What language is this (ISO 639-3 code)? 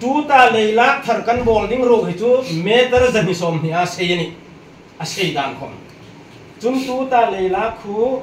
hmr